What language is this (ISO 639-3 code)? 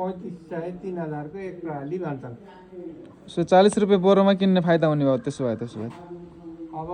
nep